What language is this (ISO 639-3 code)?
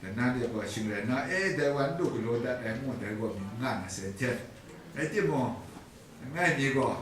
kac